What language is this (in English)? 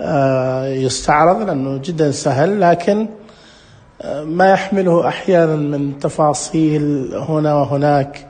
Najdi Arabic